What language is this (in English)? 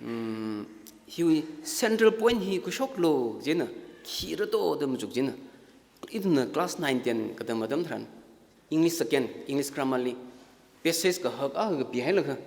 Tangkhul Naga (India)